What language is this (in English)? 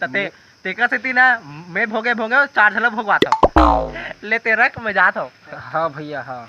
Chhattisgarhi